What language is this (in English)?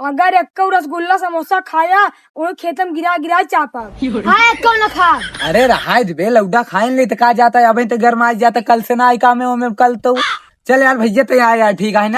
Awadhi